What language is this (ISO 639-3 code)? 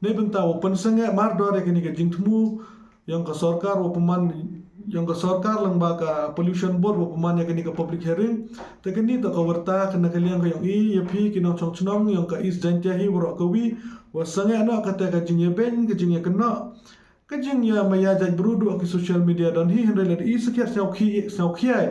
kha